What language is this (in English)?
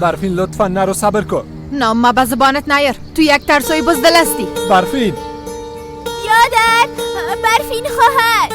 Persian